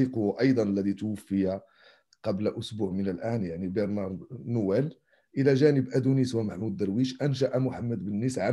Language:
Arabic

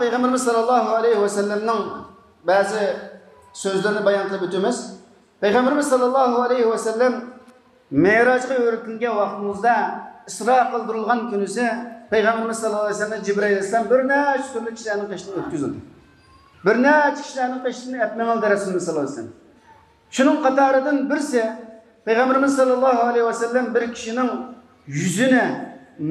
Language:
Uyghur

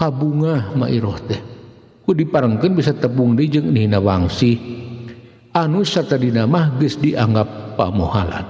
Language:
Sundanese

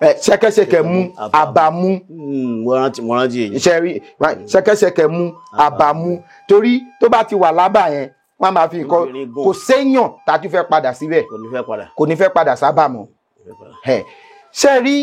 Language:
Yoruba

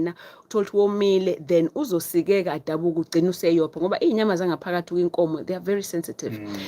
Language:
Zulu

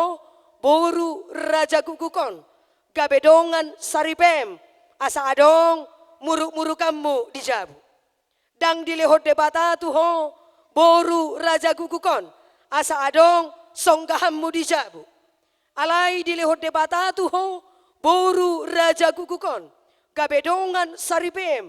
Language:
Batak Toba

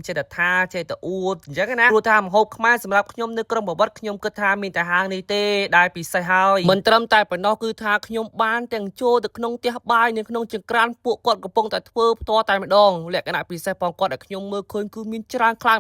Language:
Khmer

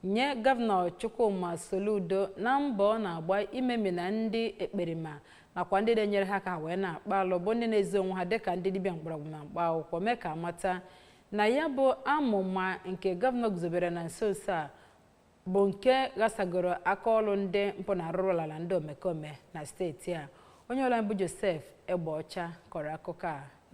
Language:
Igbo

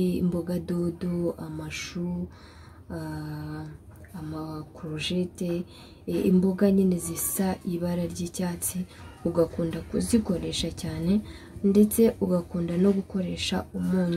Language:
Kinyarwanda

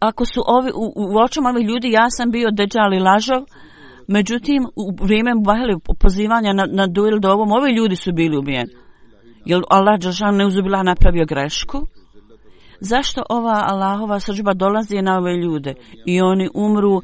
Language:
Bosnian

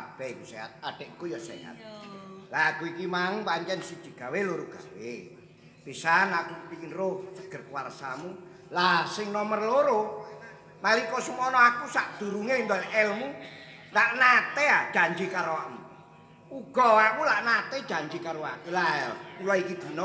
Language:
Javanese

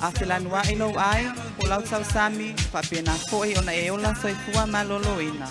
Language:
Samoan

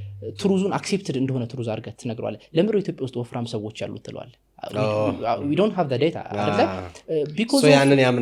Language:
Amharic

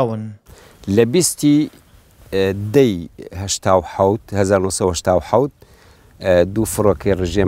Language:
Central Kurdish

